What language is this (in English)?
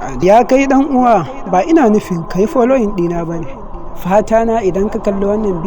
Hausa